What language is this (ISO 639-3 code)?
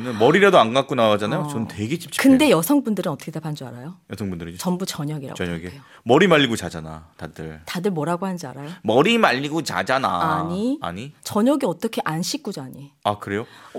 kor